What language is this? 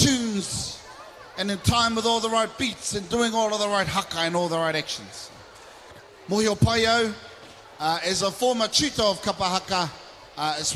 Māori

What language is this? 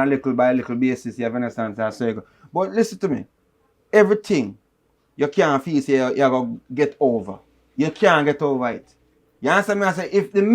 Jamaican Creole English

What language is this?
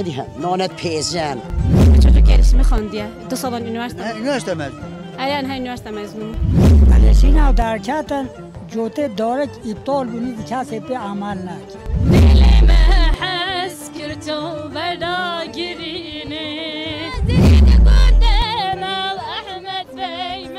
Kurdish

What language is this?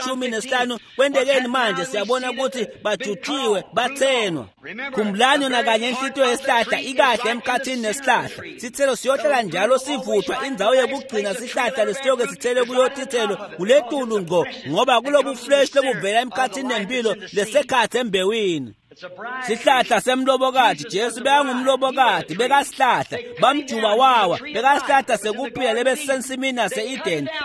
Swati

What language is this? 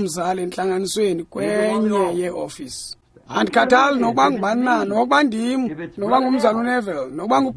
Xhosa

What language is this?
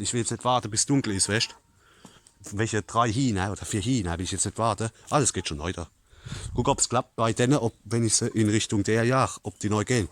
Palatine German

